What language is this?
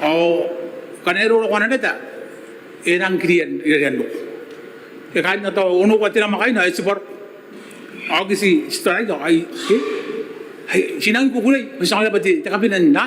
Gilbertese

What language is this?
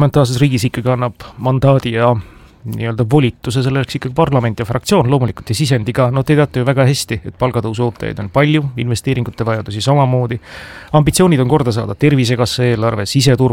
Estonian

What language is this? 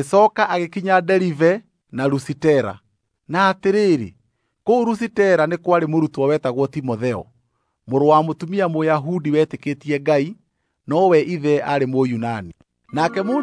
Kikuyu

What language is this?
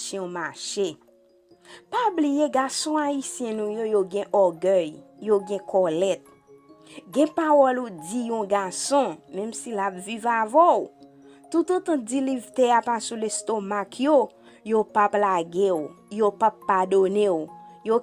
Haitian Creole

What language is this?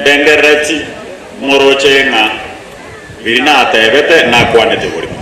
Gusii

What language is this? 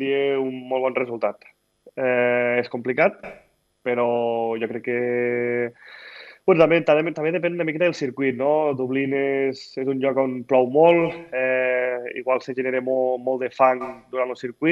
Catalan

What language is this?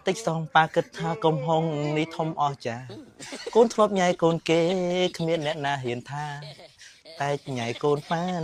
Khmer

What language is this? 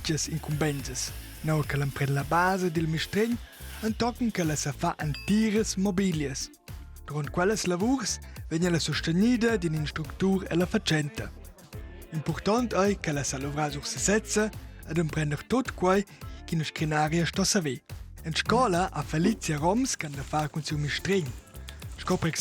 Romansh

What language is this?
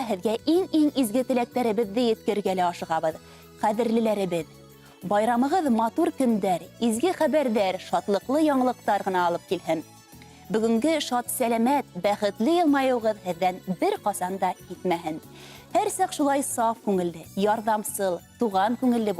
Bashkir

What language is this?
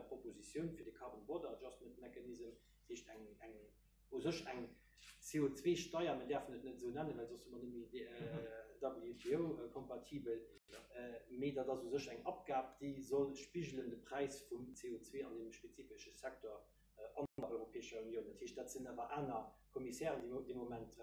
Luxembourgish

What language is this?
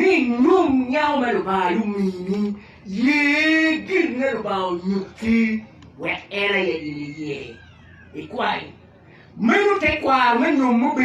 Acoli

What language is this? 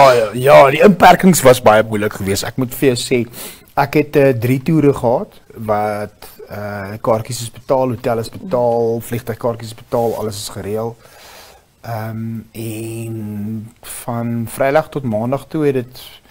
Afrikaans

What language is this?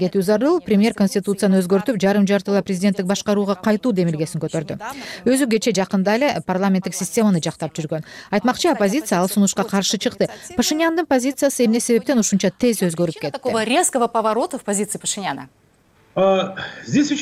Kyrgyz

